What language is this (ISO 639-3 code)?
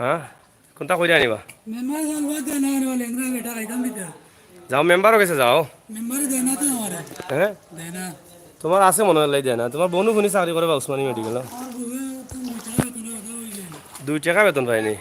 syl